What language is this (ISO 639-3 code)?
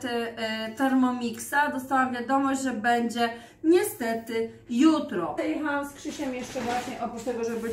pol